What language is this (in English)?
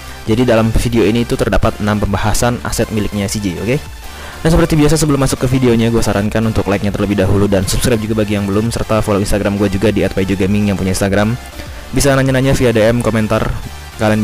Indonesian